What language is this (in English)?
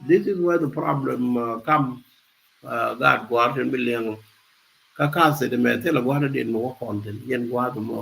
Nuer